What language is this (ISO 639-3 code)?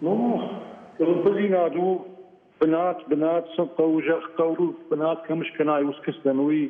oss